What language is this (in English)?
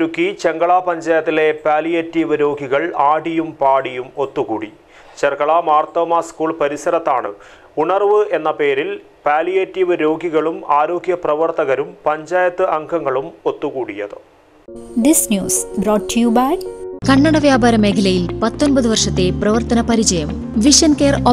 Malayalam